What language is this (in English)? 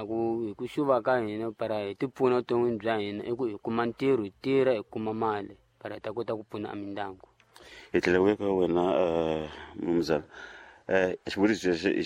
Tsonga